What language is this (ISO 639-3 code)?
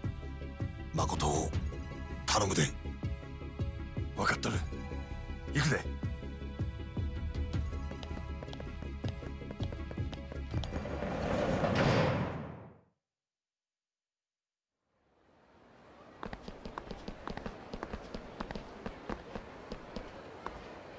jpn